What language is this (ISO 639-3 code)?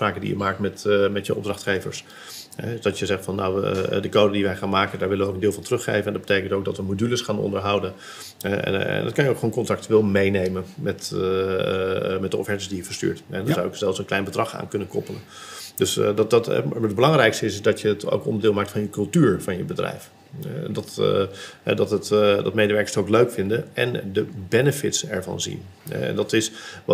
nld